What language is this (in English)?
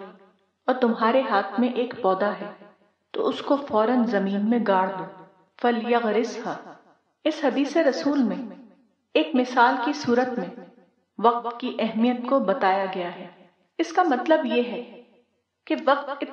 Urdu